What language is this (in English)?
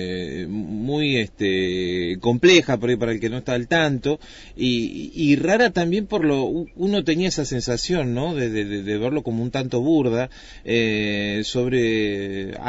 Spanish